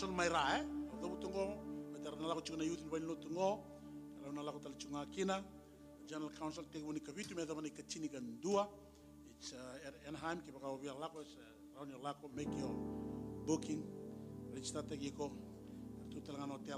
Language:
Fijian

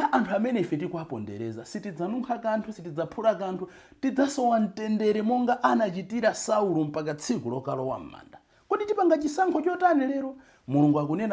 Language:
Nyanja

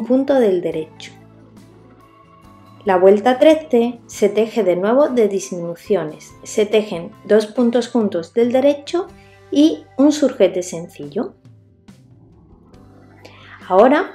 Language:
Spanish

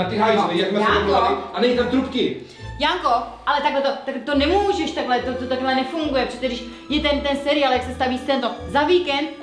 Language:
Czech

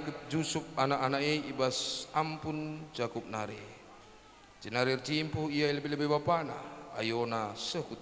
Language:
Batak Karo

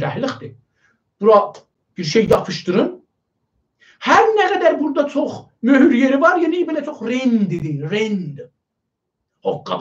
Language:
South Azerbaijani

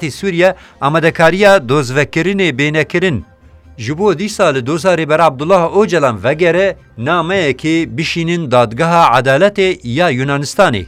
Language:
Kurdish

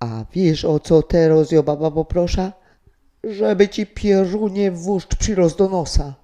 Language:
Silesian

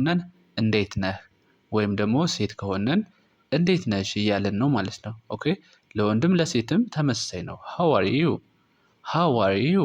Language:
Amharic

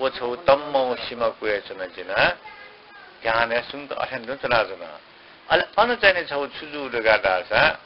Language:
Newari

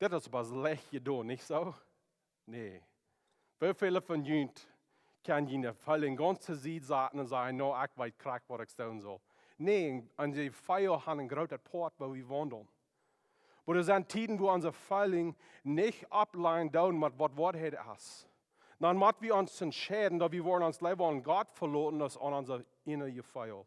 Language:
Plautdietsch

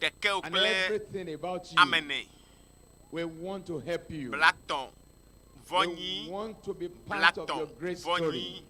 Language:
Ewe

